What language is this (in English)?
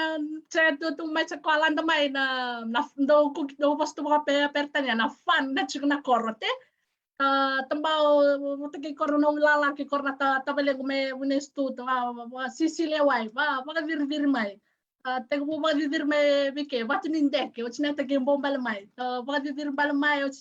Fijian